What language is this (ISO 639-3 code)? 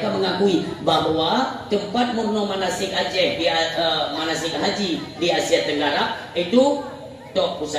ace